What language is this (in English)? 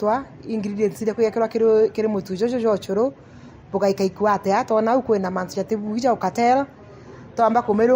Meru